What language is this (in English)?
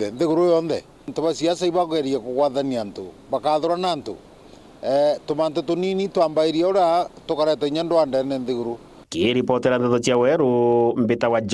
Meru